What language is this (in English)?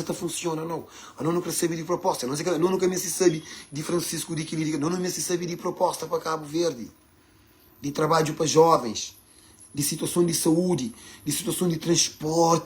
Kabuverdianu